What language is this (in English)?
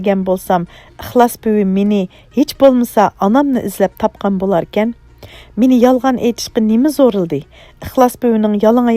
Uyghur